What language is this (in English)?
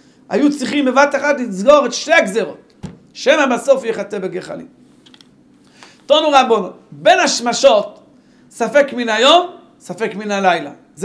Hebrew